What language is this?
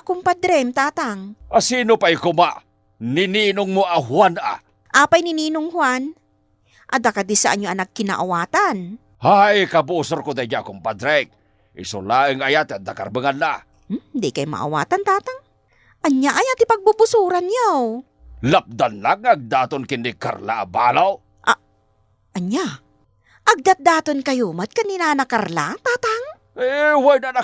Iloko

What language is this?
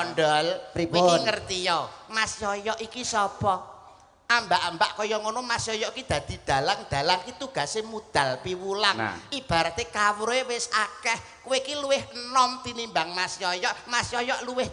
Javanese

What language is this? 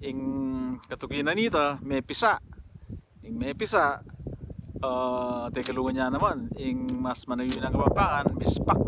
Pampanga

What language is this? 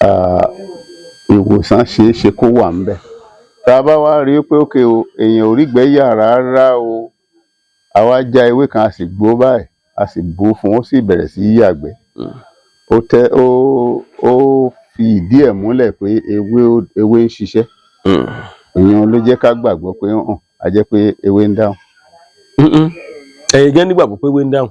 Yoruba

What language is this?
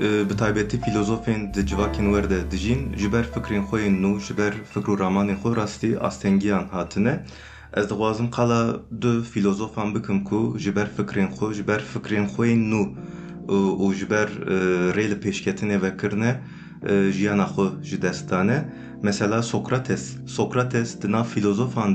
Kurdish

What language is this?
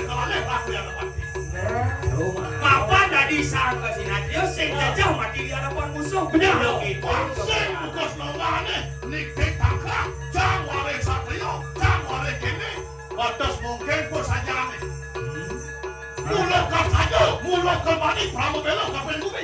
Balinese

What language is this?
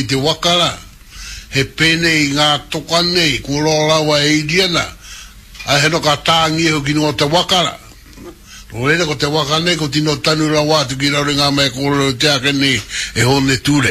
Māori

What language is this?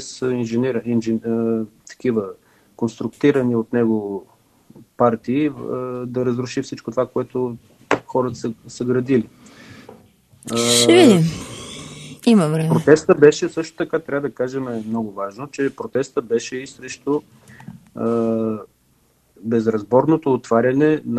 Bulgarian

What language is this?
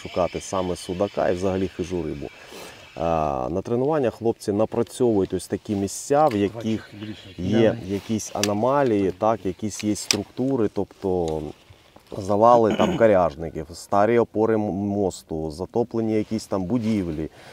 Ukrainian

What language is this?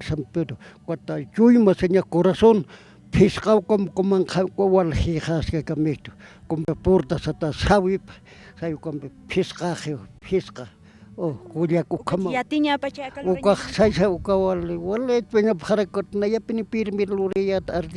Aymara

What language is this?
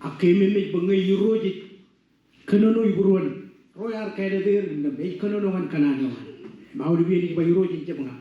Marshallese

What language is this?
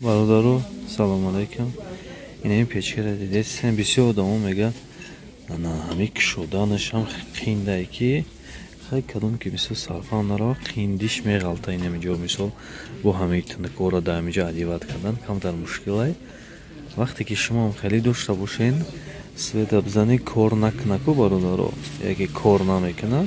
Tajik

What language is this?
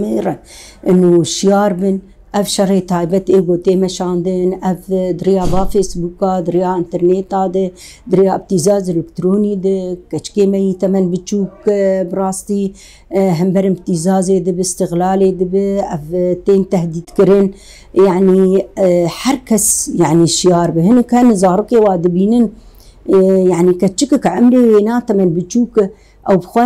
Kurdish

